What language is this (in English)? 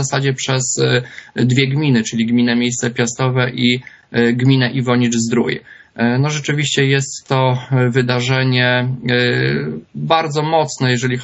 Polish